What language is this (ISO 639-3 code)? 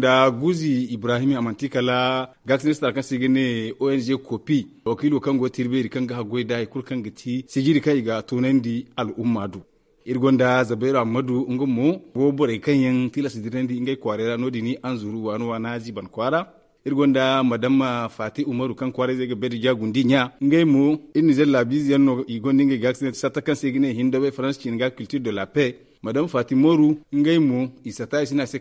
dje